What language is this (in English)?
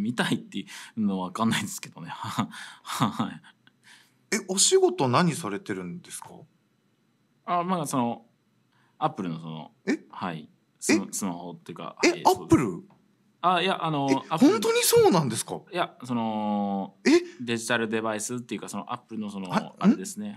Japanese